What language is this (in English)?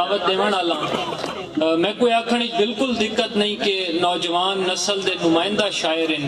Saraiki